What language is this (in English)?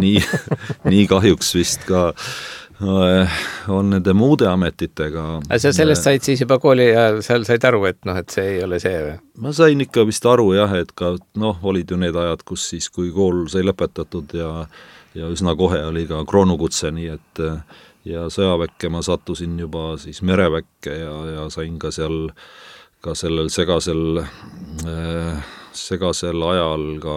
Estonian